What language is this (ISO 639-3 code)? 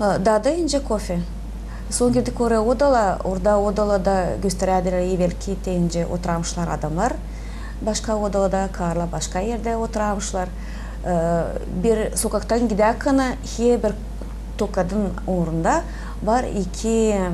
gag